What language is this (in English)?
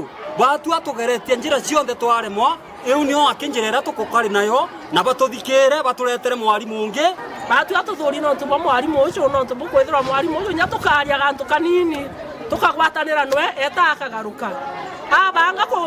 Meru